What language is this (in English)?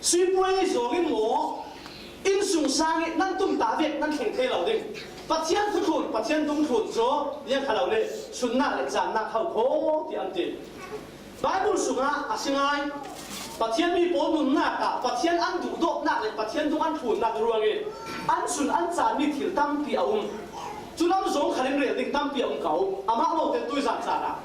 Falam Chin